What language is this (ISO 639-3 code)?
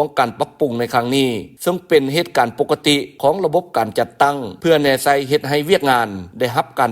lao